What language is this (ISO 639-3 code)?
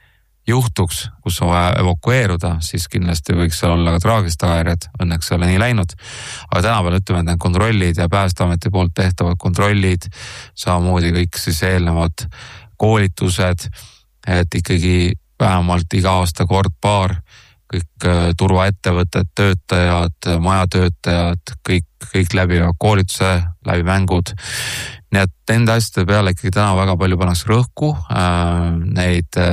est